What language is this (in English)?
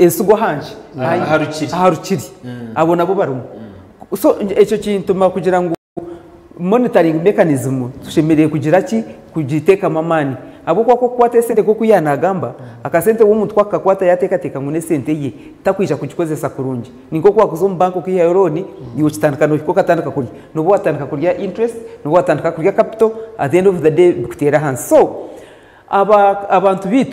Nyankole